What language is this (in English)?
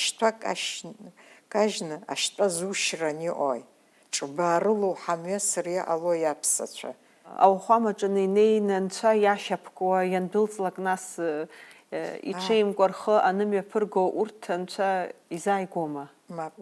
Abkhazian